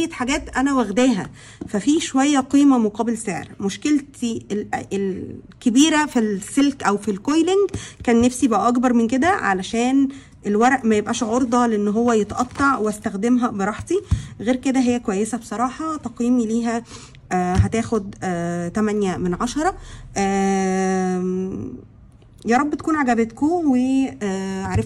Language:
Egyptian Arabic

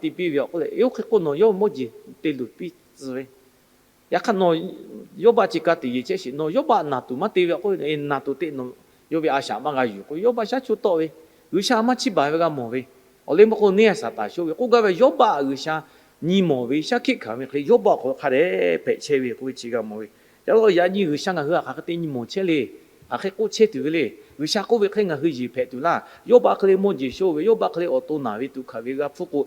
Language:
Lahu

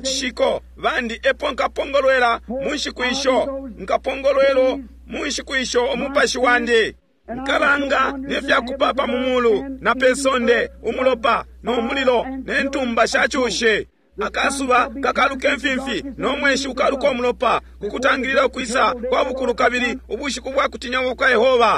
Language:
Bemba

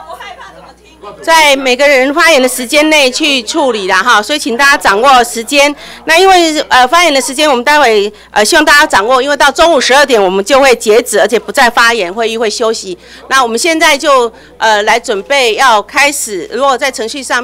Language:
Chinese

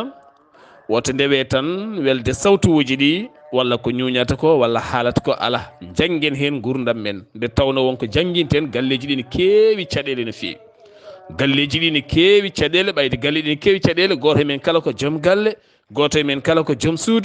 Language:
Fula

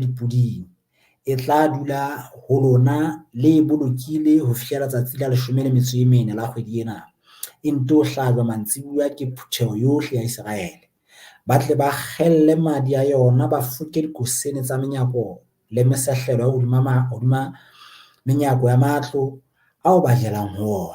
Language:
Southern Sotho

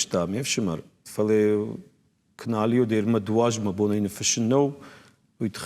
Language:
Ossetic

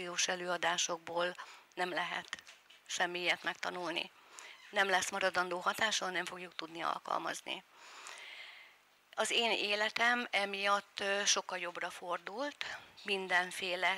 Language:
Hungarian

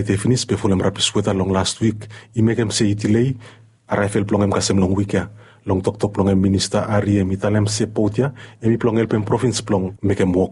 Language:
Bislama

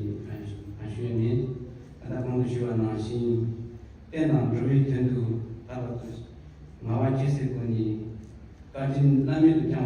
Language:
Tibetan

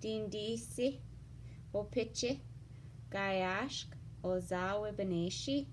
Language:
Ojibwa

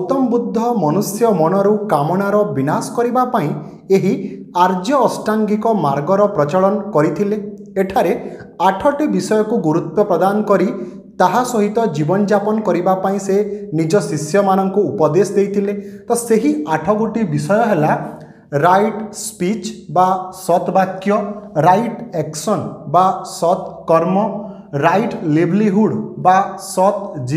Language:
Odia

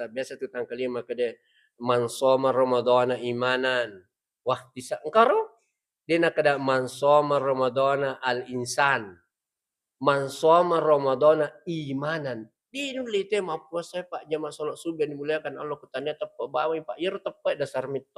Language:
Buginese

